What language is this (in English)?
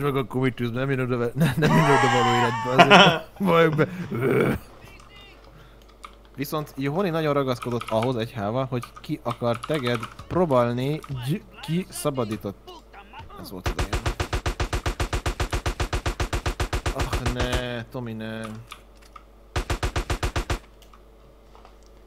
Hungarian